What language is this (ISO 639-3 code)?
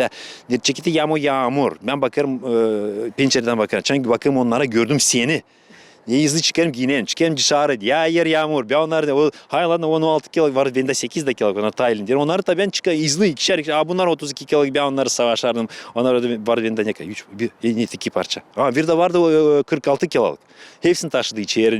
gag